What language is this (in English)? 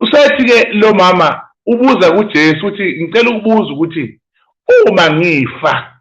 Zulu